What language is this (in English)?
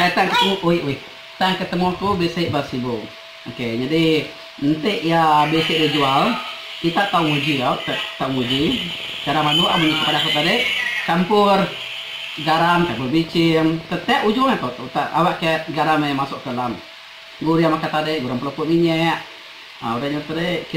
Iban